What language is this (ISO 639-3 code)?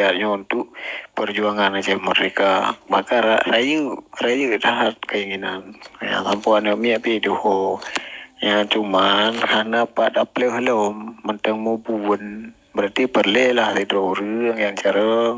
ace